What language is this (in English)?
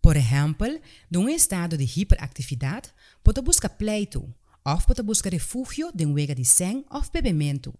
Papiamento